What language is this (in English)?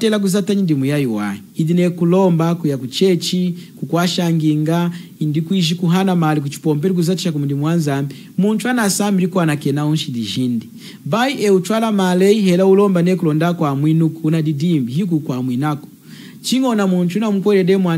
Lunda